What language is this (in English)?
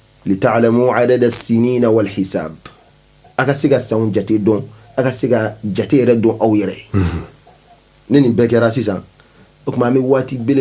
Bambara